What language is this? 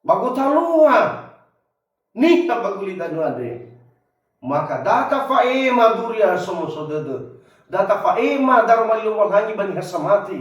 Nias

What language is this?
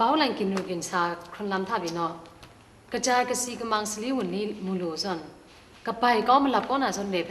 Kachin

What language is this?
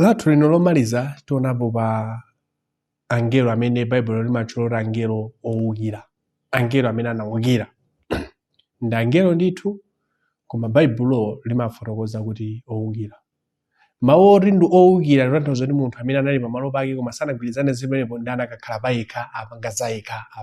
Nyanja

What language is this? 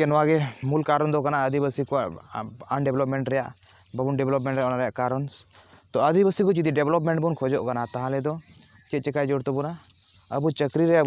Santali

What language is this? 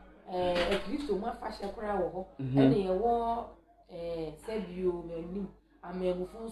Akan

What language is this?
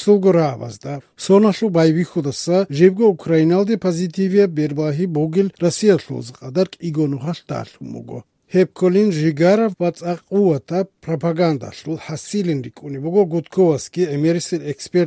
Avaric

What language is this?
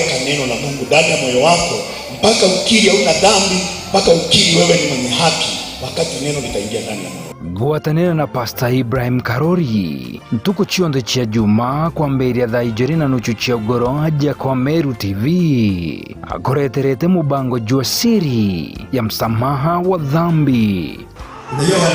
Meru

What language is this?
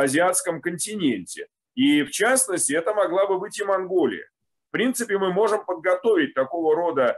Russian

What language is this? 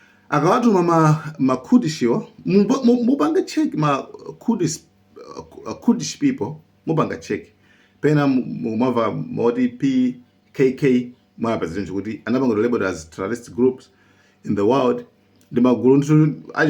Nyanja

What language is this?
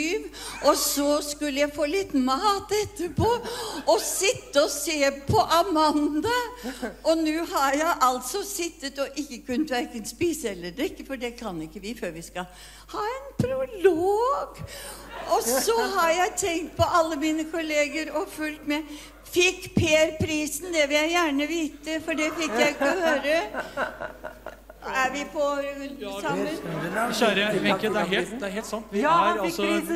Norwegian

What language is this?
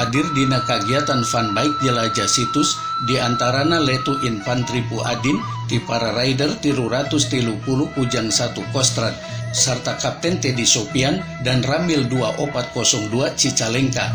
Sundanese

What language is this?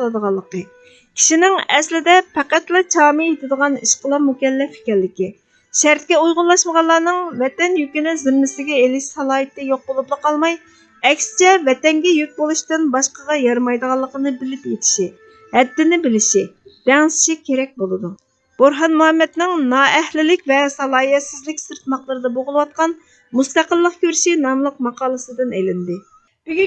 Uyghur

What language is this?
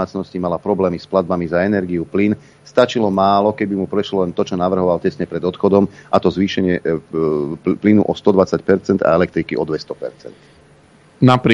Slovak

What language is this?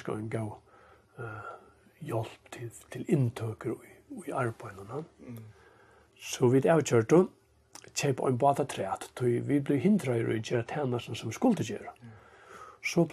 Faroese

